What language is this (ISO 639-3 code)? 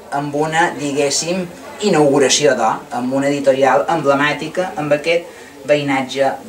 cat